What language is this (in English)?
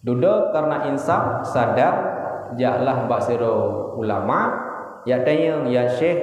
Achinese